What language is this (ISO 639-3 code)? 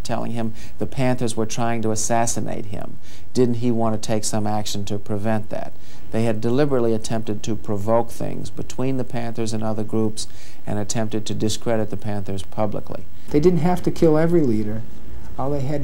eng